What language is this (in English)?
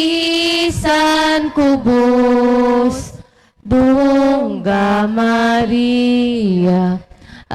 Hiligaynon